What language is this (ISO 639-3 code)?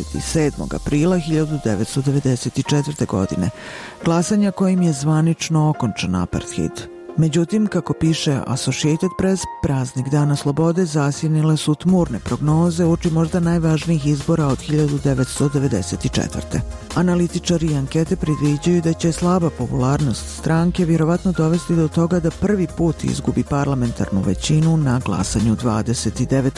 bos